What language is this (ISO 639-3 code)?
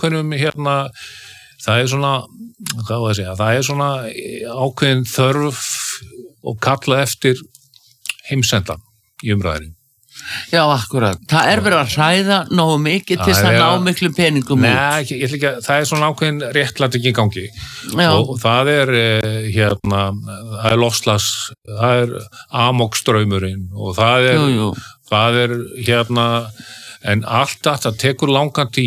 isl